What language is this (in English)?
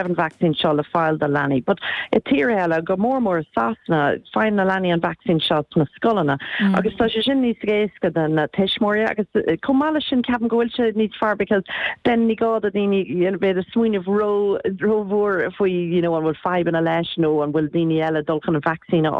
Irish